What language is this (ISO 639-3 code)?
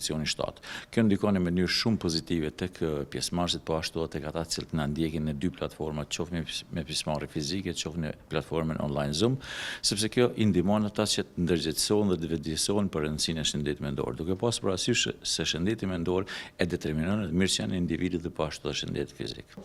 sqi